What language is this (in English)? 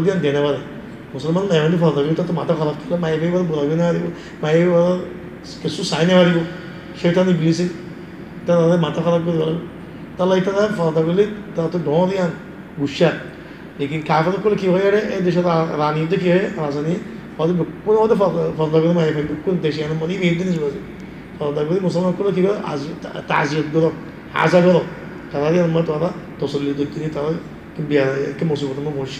Rohingya